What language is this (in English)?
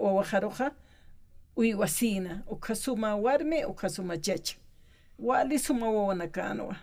Aymara